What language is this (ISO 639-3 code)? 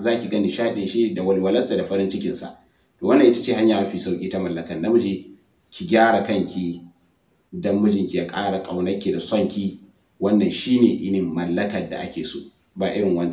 hau